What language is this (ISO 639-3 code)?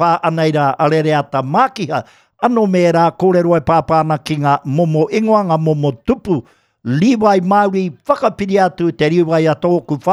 mri